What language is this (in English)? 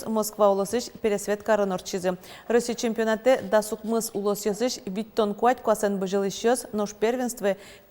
Udmurt